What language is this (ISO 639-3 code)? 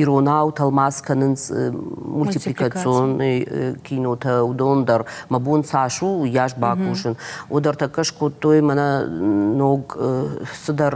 oss